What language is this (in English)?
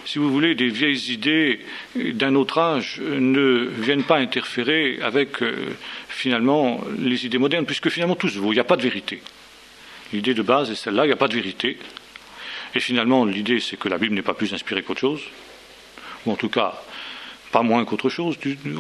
French